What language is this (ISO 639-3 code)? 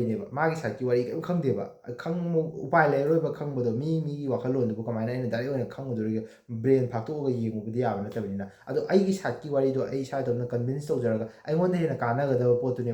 mni